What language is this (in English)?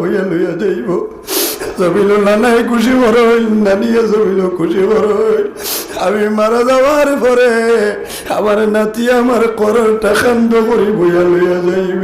Sylheti